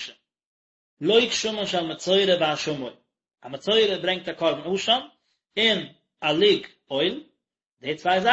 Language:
Yiddish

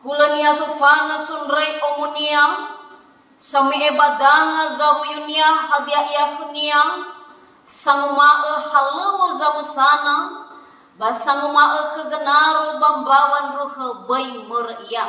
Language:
Nias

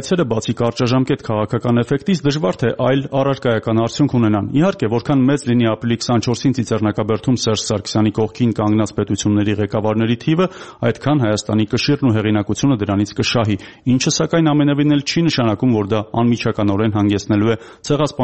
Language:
Armenian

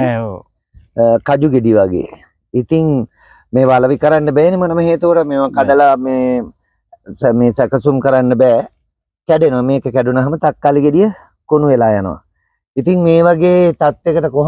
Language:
Sinhala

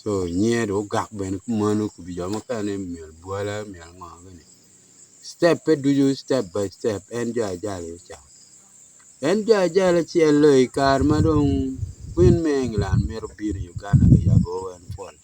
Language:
Acoli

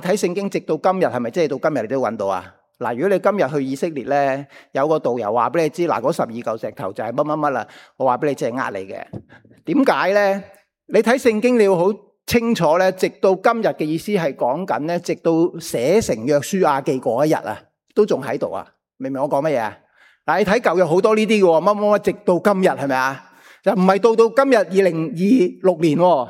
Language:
Cantonese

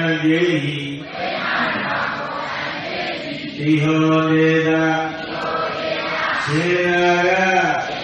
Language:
Burmese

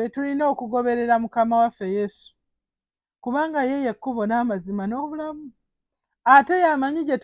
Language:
Ganda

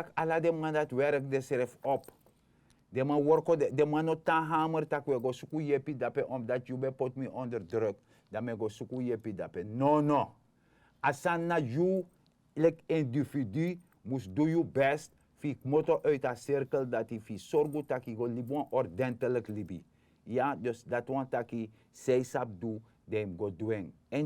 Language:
Sranan Tongo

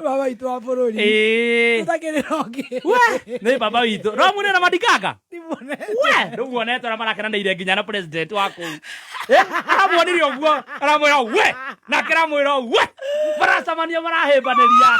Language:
Kikuyu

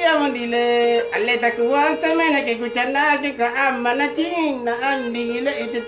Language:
Makasar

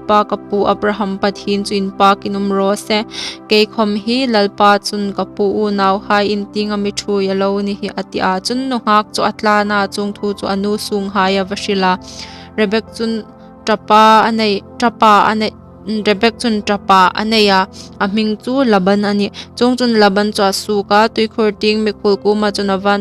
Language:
Hmar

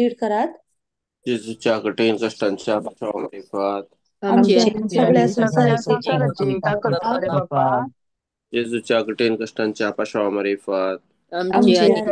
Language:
Konkani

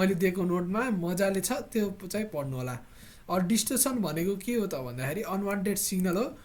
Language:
Nepali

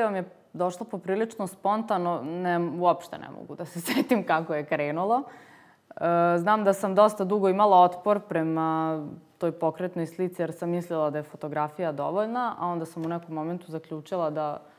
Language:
Serbian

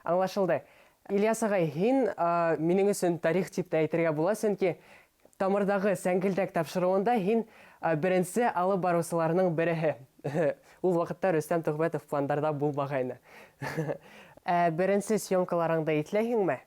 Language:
Bashkir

